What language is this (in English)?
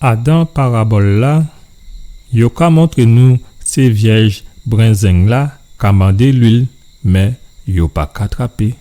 Guadeloupean Creole French